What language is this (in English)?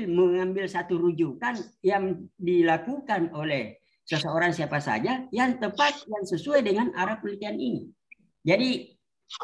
Indonesian